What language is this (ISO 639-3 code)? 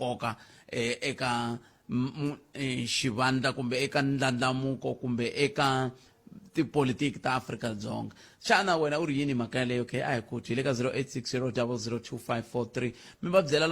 tso